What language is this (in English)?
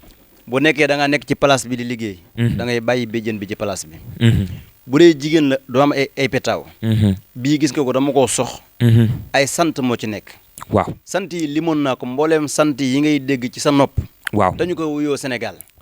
Wolof